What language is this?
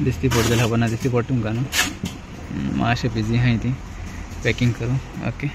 Konkani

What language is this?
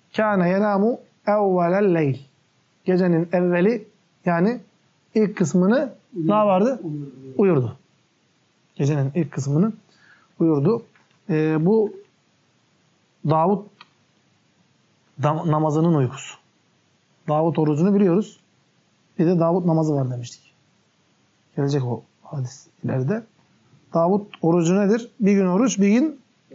Turkish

